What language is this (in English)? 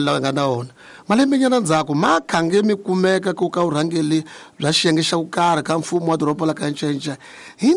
Tsonga